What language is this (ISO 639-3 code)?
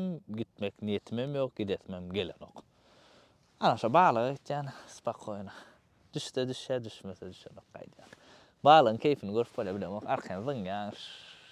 tuk